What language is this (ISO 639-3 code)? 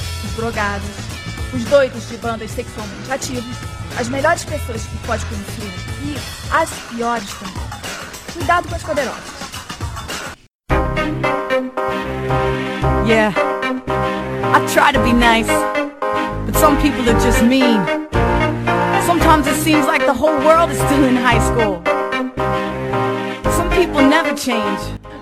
por